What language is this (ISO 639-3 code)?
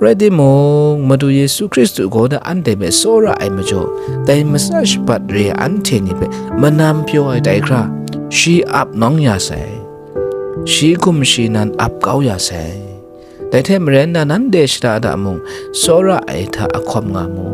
kac